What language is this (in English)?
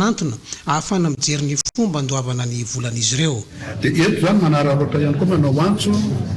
Malagasy